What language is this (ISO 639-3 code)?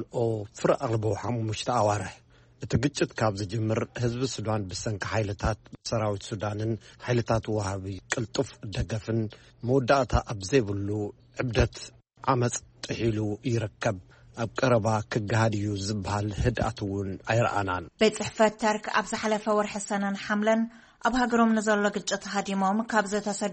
tir